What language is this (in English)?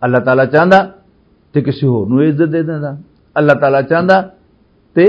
Western Panjabi